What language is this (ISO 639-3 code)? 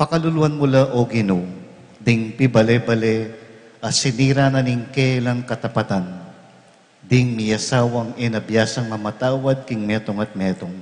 pam